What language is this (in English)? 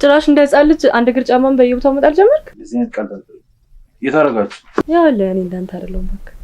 Amharic